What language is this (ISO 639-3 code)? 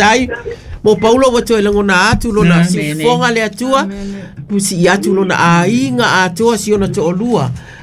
smo